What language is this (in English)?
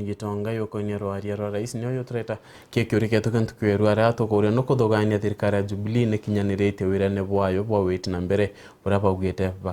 Meru